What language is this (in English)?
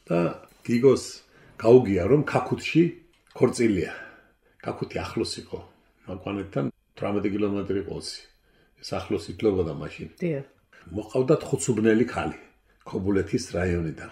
Georgian